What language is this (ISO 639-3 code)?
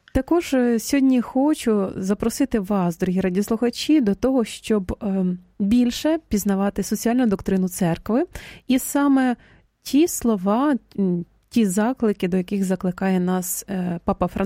ukr